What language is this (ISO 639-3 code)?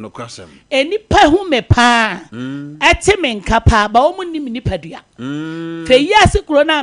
aka